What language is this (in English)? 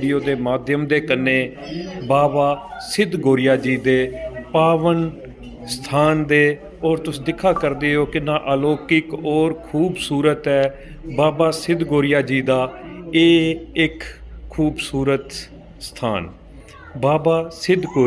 Dogri